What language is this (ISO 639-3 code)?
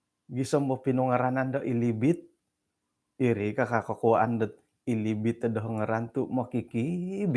dtp